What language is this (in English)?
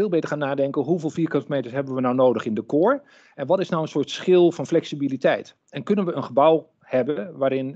Dutch